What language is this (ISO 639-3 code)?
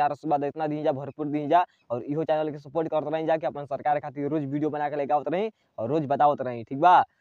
bho